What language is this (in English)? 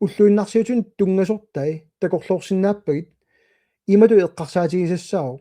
Kalaallisut